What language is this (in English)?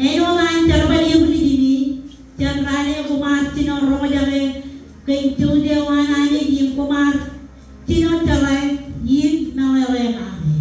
Marshallese